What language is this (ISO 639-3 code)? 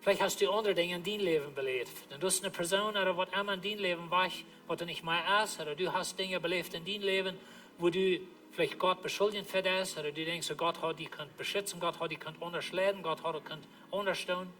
pdt